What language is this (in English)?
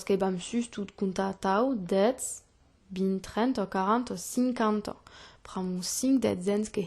Occitan